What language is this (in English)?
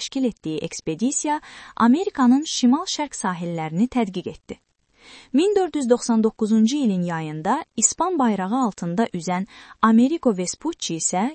Azerbaijani